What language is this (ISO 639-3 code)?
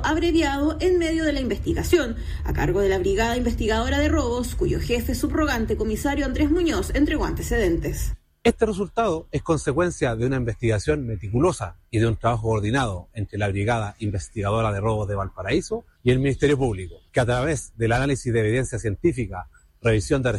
spa